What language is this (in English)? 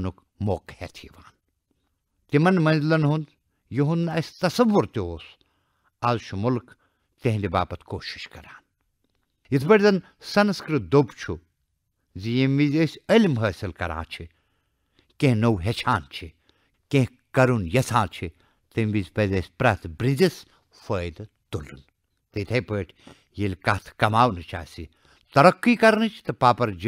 Kashmiri